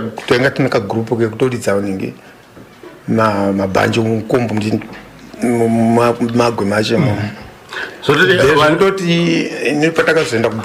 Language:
Shona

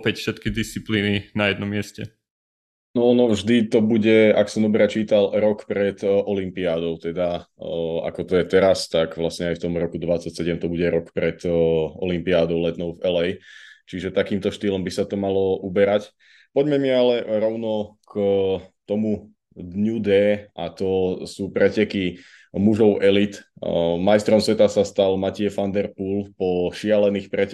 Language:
Slovak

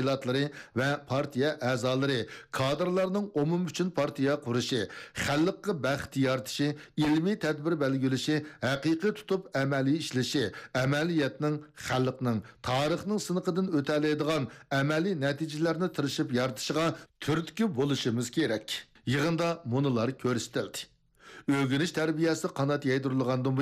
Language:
Uyghur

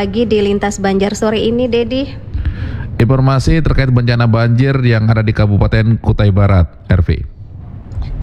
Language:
Indonesian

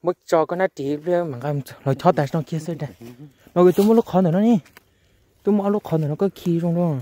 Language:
Hmong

